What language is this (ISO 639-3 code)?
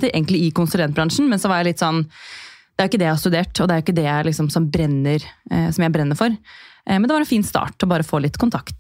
nor